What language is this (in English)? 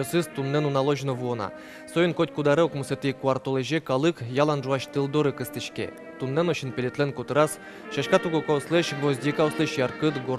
Udmurt